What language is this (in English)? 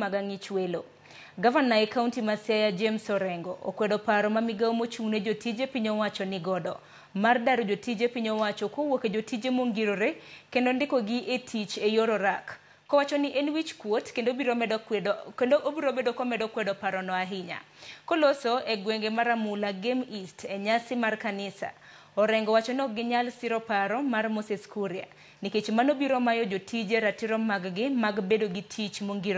Luo (Kenya and Tanzania)